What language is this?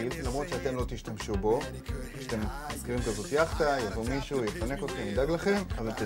Hebrew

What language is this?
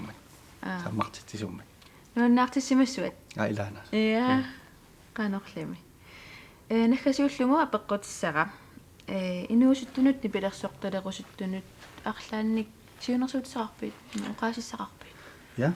Kalaallisut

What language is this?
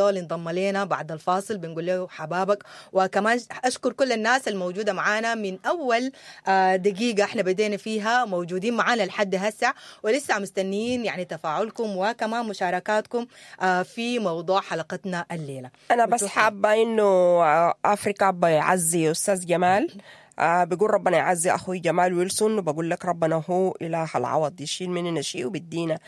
Sudanese Arabic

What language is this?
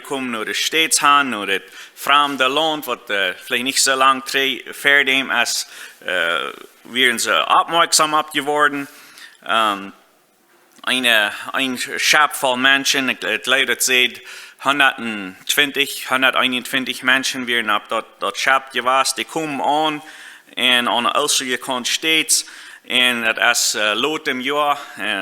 Plautdietsch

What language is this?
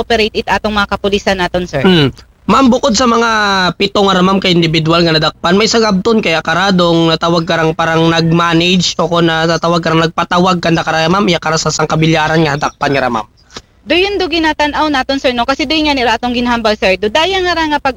Aklanon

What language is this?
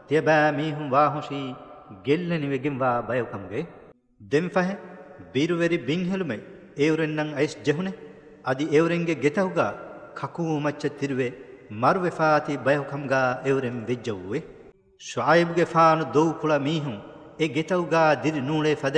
Divehi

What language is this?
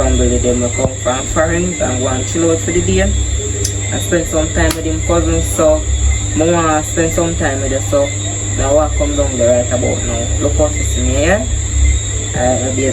Jamaican Creole English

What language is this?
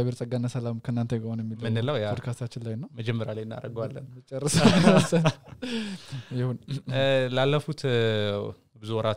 Amharic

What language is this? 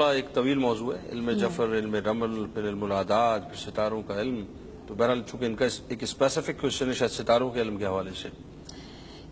Urdu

